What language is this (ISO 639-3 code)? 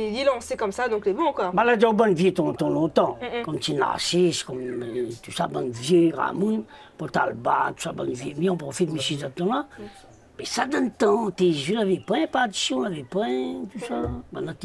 rcf